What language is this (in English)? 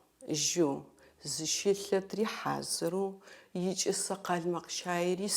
Adyghe